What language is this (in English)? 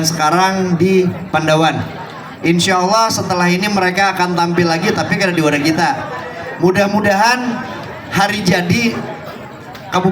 Banjar